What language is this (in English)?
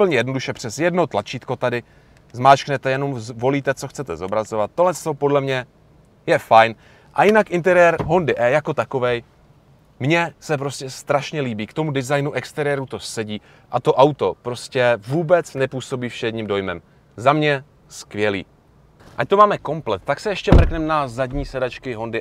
Czech